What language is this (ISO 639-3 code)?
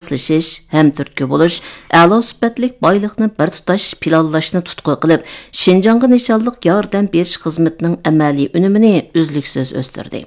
uig